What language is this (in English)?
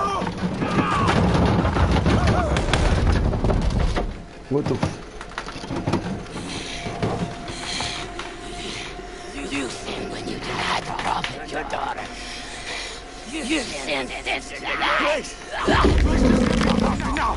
English